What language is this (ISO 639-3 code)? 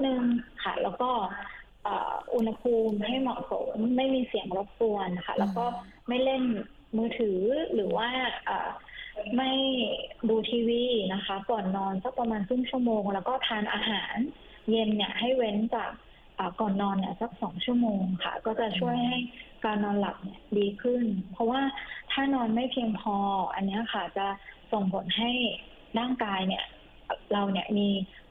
tha